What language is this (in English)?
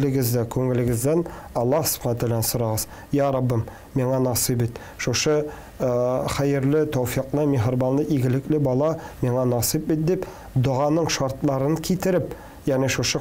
Tatar